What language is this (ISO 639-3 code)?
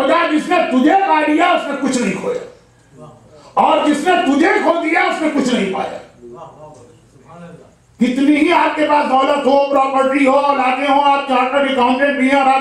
urd